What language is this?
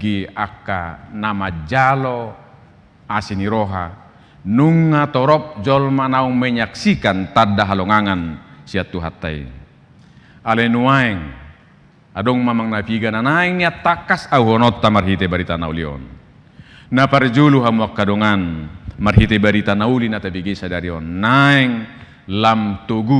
Batak Toba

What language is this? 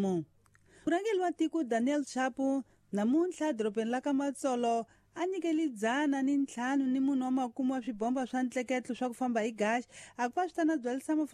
Tsonga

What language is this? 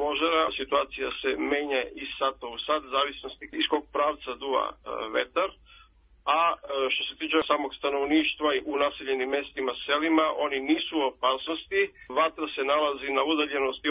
Serbian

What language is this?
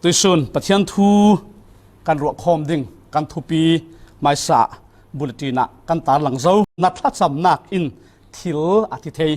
Falam Chin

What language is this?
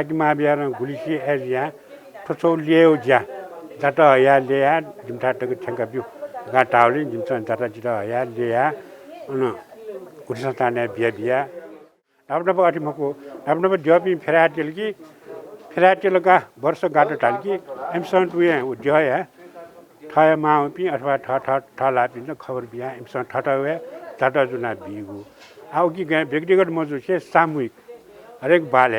Newari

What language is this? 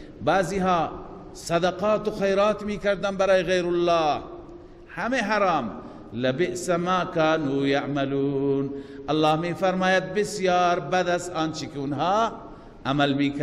Persian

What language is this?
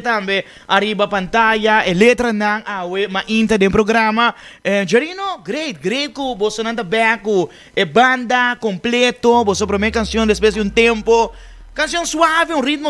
Papiamento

